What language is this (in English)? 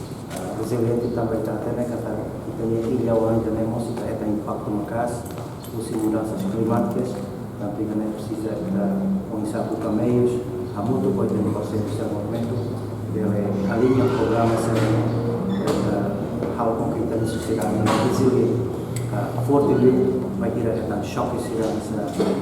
Tetum